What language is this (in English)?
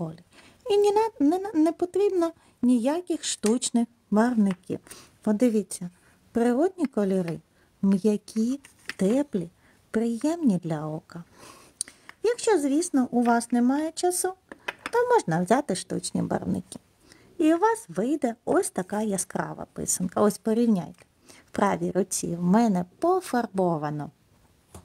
Ukrainian